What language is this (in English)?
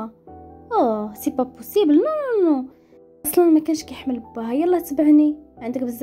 Moroccan Arabic